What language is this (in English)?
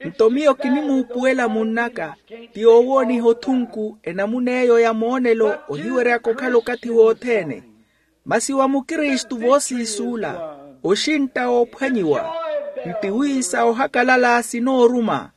Makhuwa